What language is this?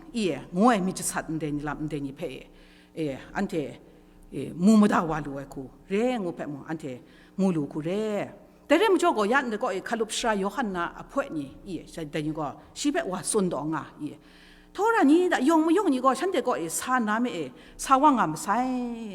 Kachin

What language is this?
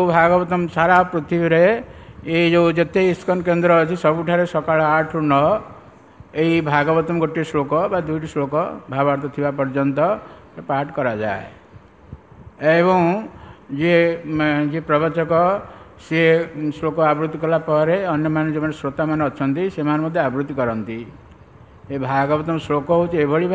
Odia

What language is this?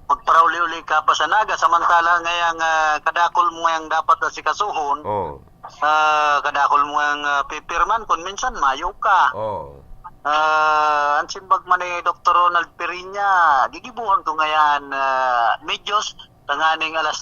Bikol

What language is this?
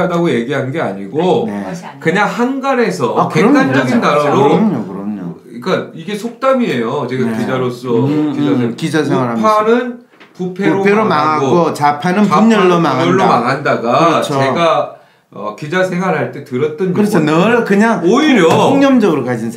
Korean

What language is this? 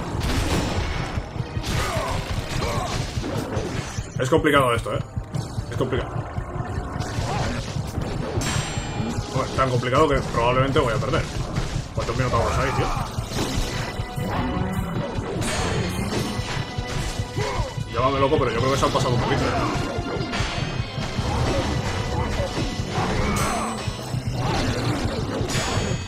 Spanish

